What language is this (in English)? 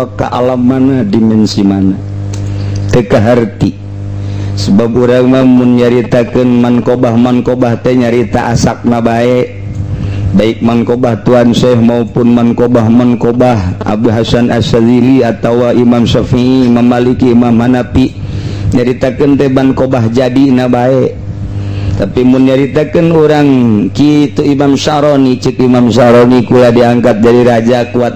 Sundanese